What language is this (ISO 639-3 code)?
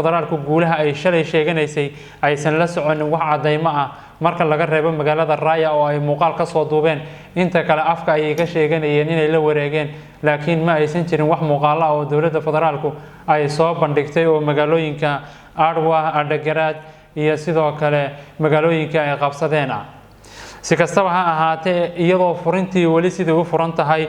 som